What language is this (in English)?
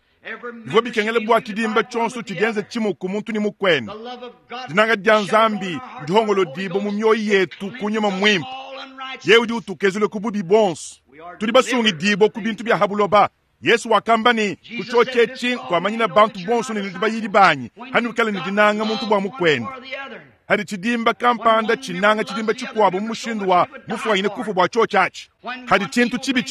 Luba-Lulua